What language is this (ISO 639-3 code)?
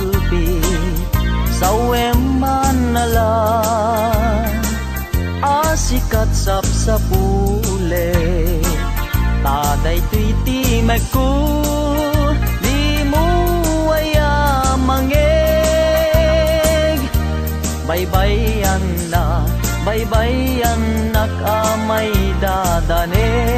ilo